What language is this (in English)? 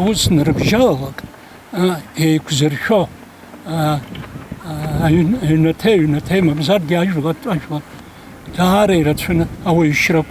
Abkhazian